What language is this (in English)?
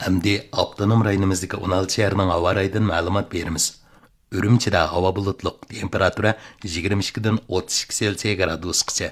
Uyghur